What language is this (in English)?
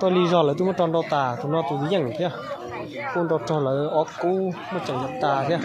Hmong